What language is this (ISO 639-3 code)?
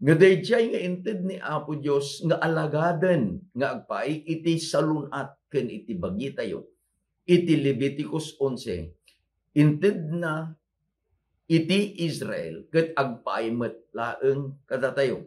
ilo